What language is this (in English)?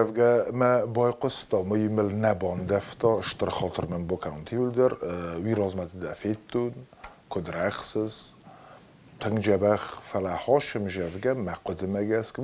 Ossetic